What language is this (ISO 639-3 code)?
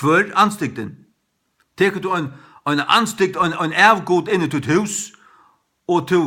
fao